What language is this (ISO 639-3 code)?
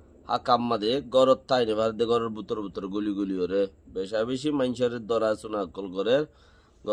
rhg